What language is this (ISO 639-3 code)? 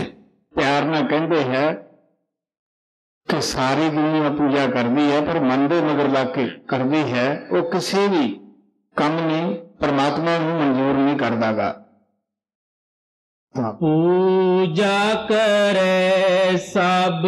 pan